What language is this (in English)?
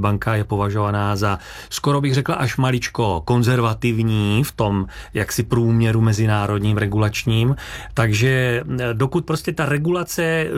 Czech